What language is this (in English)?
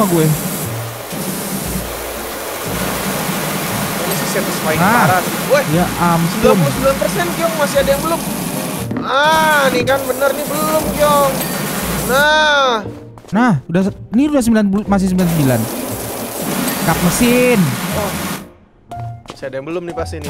Indonesian